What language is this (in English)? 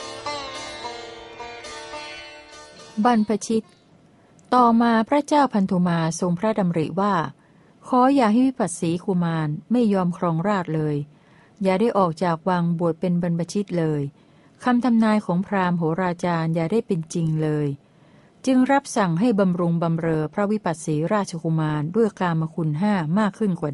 Thai